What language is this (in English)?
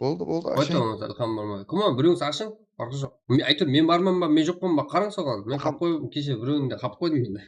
Kara-Kalpak